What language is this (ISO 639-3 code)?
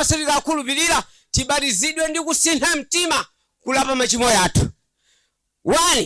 nya